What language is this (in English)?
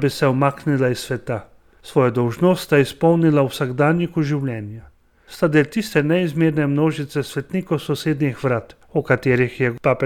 Slovenian